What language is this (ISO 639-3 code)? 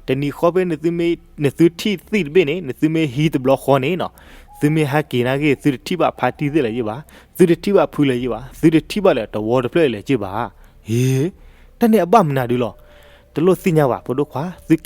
ksw